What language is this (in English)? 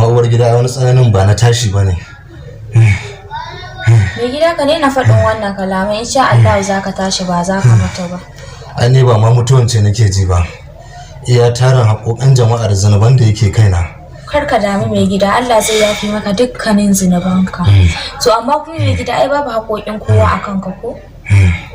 Hausa